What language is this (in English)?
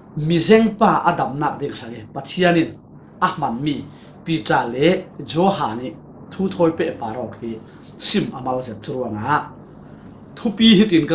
Falam Chin